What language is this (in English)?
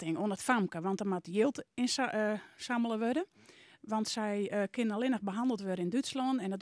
Western Frisian